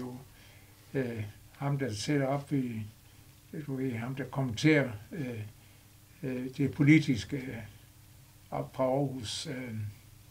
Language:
Danish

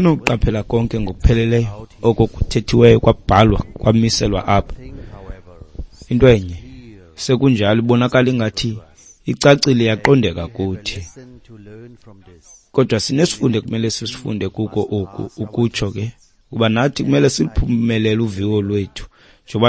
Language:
Xhosa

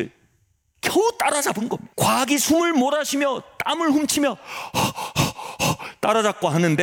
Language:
Korean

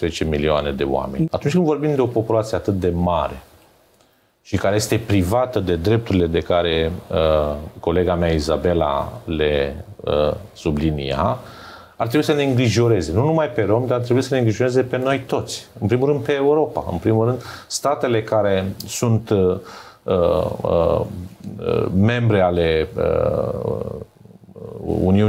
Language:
Romanian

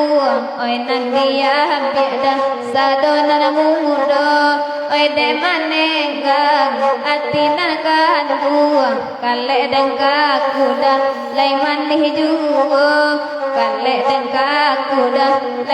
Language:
Minangkabau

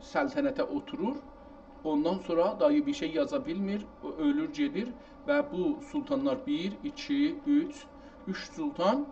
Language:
South Azerbaijani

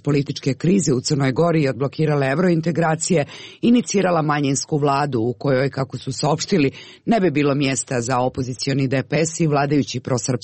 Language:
Serbian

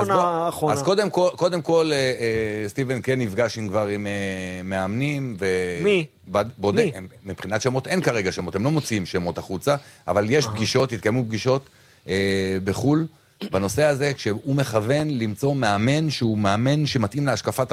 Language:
Hebrew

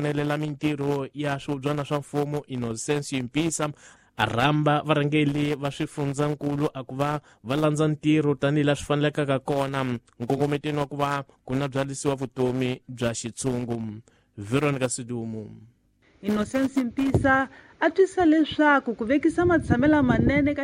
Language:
Tsonga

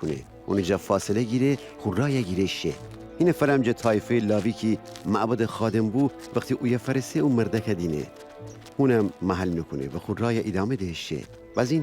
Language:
Gilaki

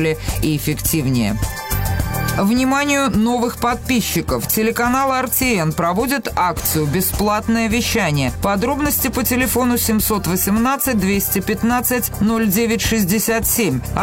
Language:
Russian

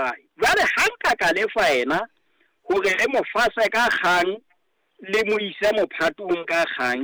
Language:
Southern Sotho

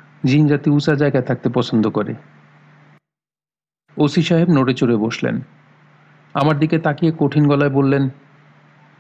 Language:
Bangla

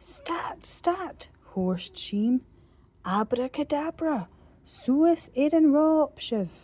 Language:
Scottish Gaelic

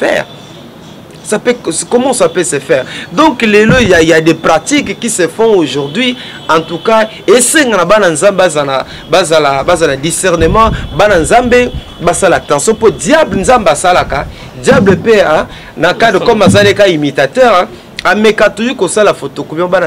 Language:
Lingala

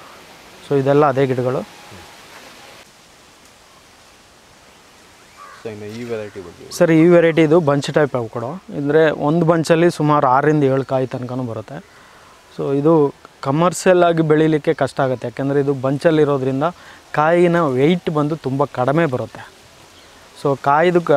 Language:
Kannada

